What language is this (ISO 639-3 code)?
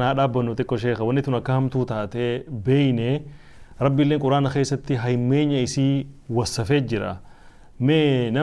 orm